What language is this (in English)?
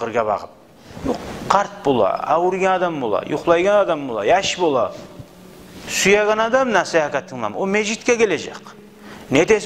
Kumyk